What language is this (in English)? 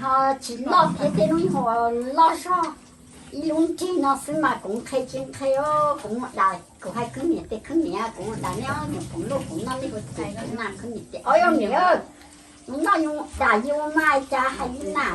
Hmong